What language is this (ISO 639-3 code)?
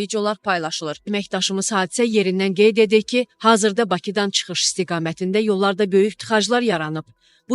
aze